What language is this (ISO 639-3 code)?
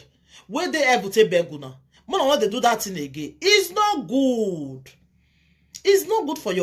pcm